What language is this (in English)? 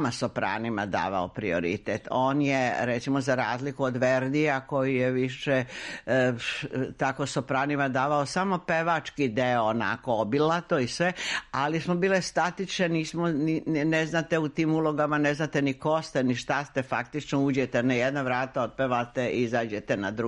Serbian